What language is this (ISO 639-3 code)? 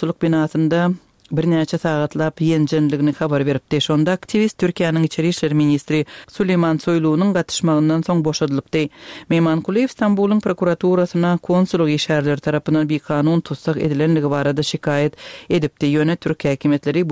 tuk